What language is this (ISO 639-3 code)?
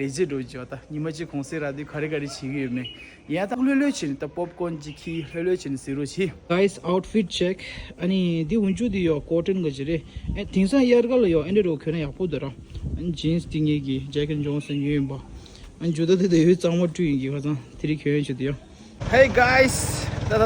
bod